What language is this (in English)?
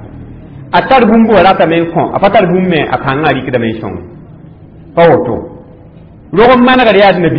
Mossi